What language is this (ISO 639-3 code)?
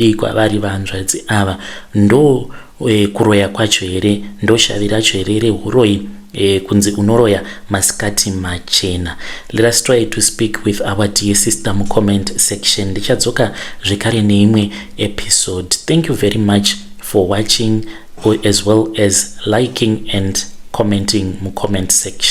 sna